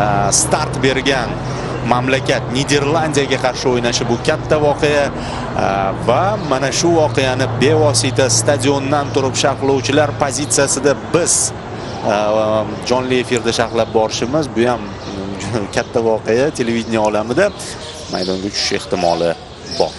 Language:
Uzbek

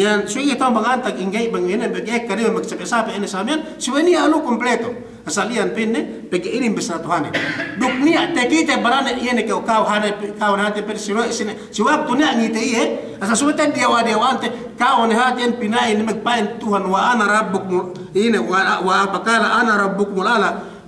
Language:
Yakan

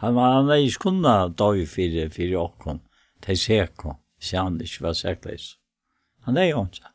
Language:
Faroese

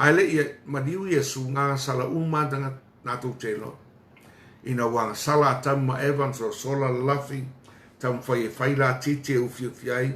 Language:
Samoan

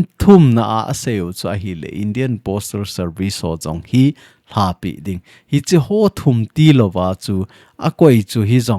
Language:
Thado Chin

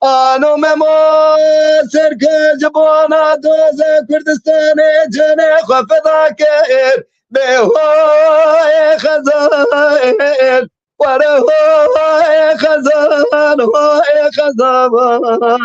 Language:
Kurdish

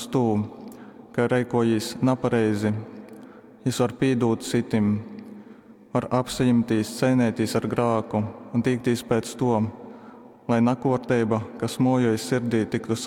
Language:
Latgalian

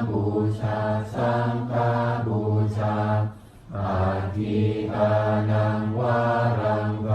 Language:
Pali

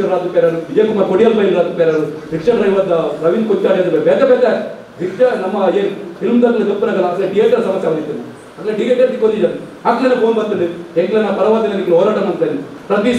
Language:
Tulu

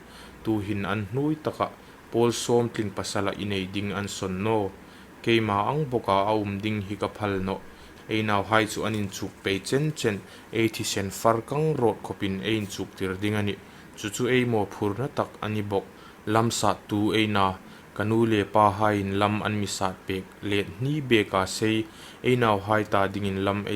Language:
Hmar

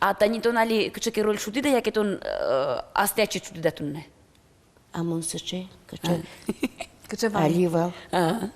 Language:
Udmurt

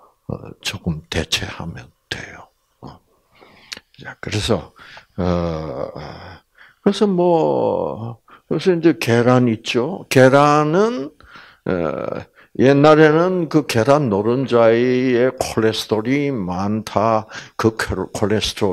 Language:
Korean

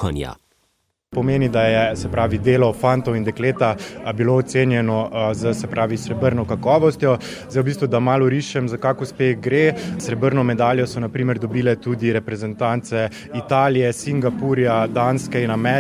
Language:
Slovenian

